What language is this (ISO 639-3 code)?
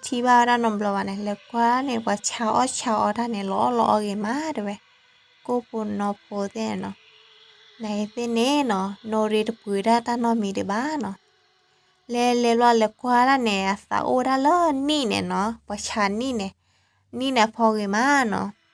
ksw